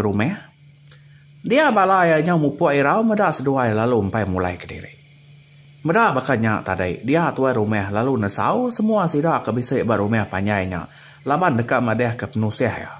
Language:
Iban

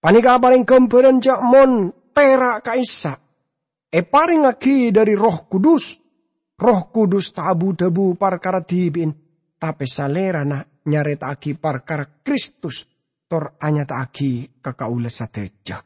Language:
Madurese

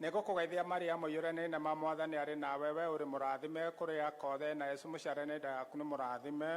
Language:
Kikuyu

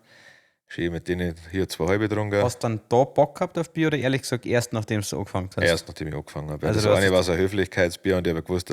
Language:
Bavarian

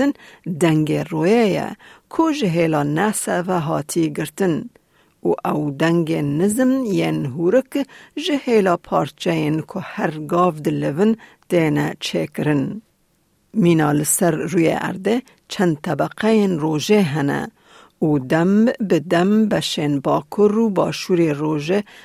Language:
Kurdish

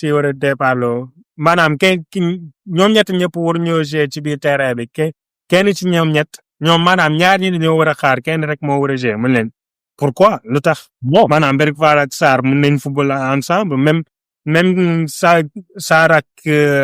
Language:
Wolof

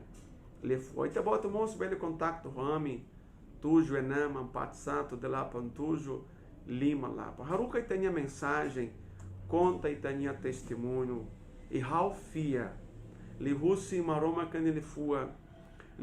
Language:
Tetum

